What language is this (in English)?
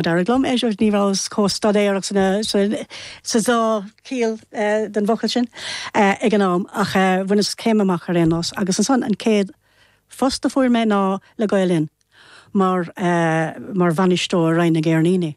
Irish